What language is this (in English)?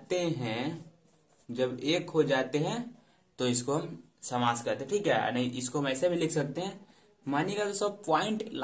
Hindi